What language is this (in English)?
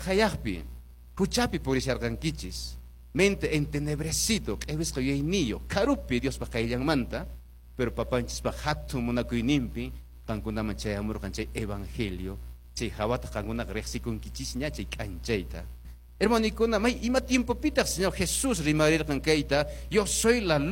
Quechua